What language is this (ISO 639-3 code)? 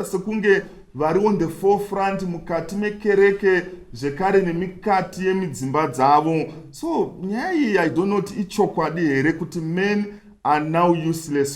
sna